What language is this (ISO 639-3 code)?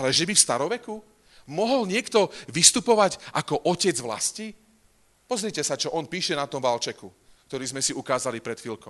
slk